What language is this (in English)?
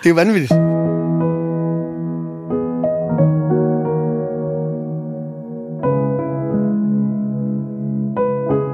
Danish